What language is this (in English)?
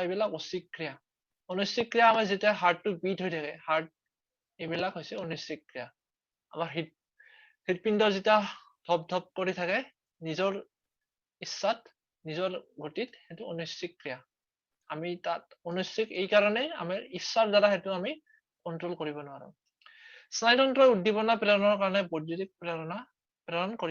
Assamese